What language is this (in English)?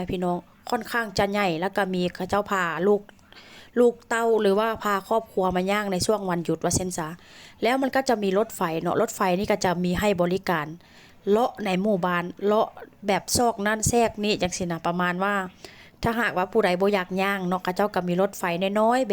Northeastern Thai